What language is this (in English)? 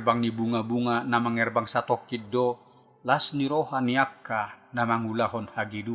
Batak Toba